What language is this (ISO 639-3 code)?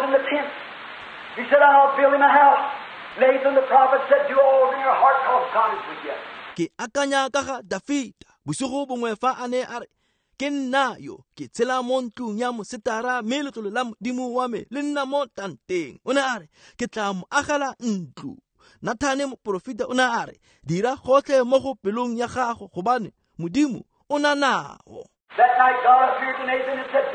tsn